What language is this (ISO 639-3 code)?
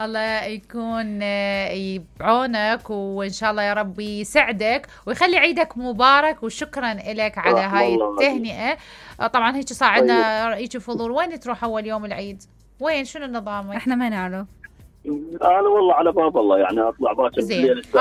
acm